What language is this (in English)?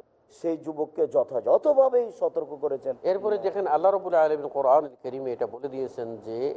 Bangla